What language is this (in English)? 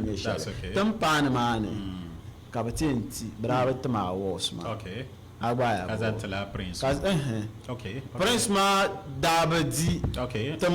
Dagbani